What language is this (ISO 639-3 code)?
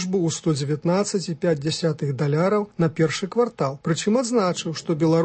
bel